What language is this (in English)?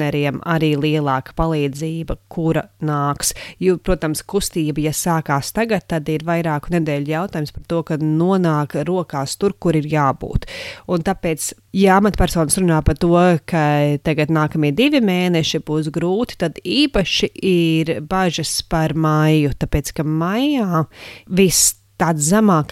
Latvian